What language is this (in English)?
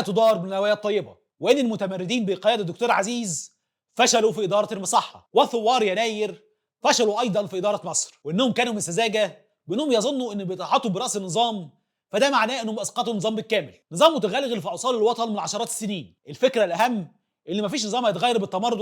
Egyptian Arabic